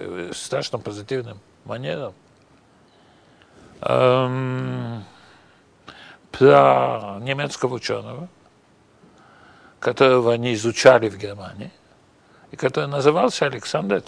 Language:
Russian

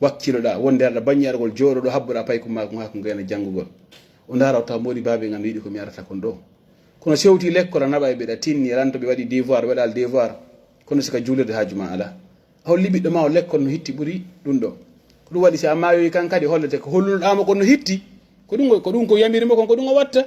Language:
Pular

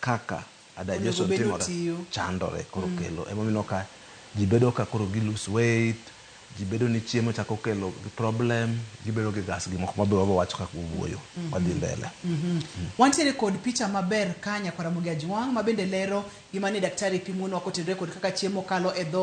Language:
Luo (Kenya and Tanzania)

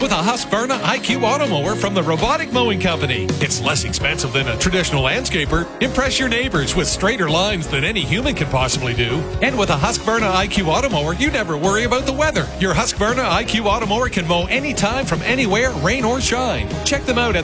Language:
English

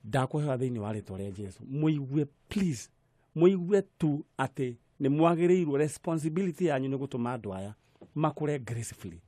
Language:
Kikuyu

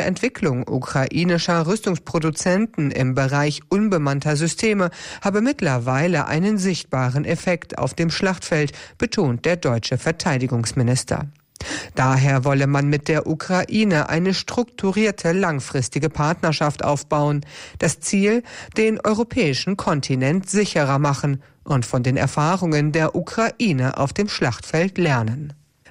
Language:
German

